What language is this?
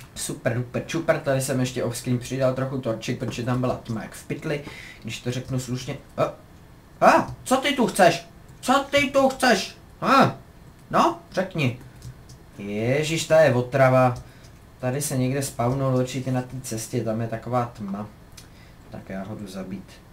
Czech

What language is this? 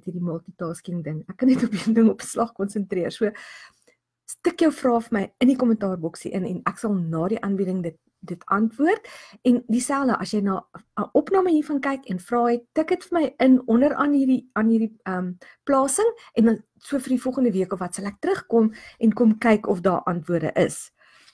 Afrikaans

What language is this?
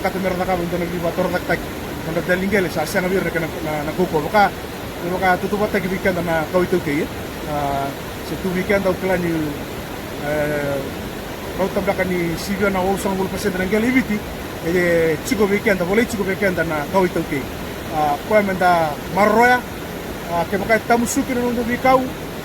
Fijian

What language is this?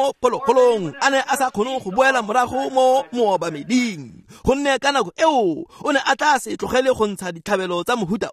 Tswana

